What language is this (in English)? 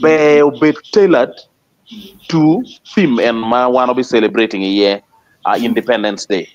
Acoli